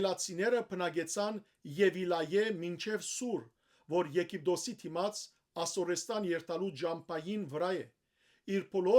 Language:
Western Armenian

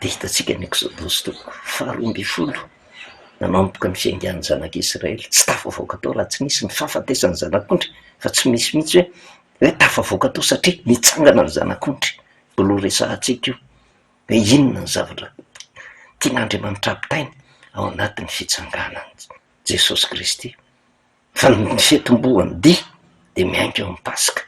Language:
Malagasy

